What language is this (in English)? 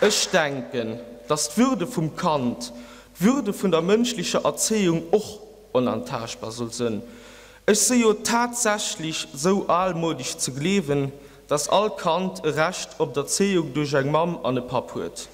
Luxembourgish